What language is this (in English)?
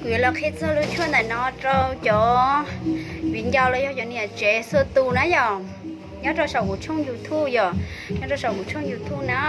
Hmong